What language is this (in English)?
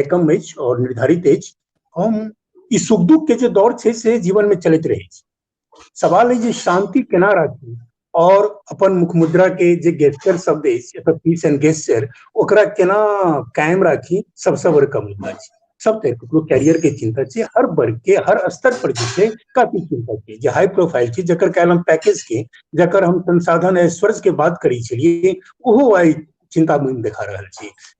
Maithili